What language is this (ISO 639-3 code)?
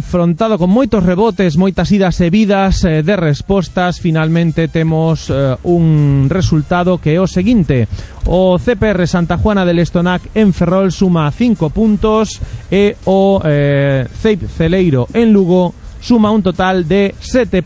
glg